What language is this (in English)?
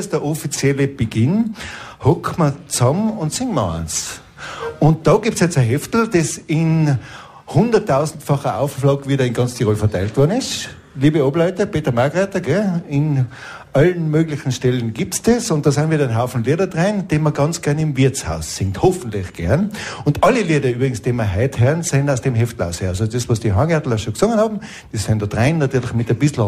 Bavarian